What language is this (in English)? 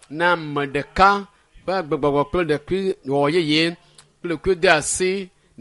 Ewe